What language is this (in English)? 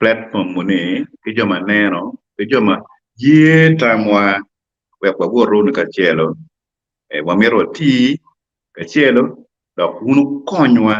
Acoli